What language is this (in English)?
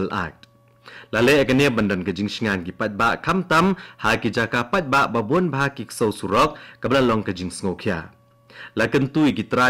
Khasi